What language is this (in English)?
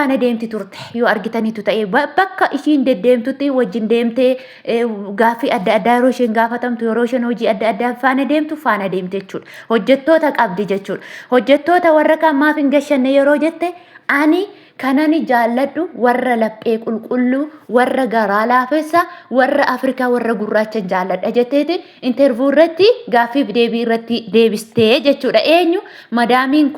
Oromo